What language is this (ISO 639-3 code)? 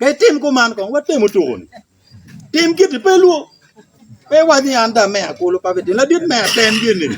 ach